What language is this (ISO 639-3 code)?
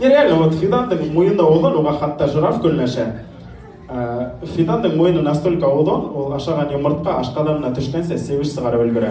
bak